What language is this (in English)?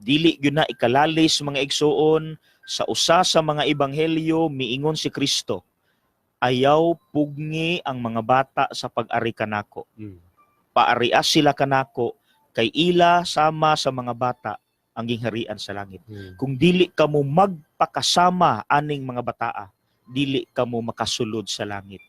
Cebuano